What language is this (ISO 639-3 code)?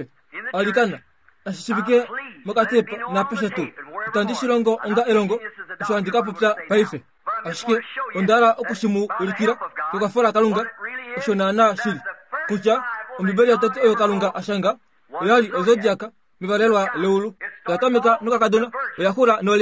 kua